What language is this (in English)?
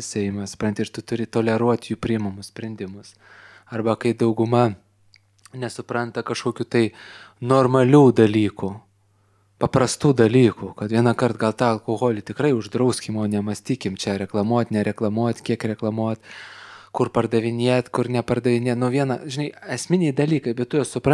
Lithuanian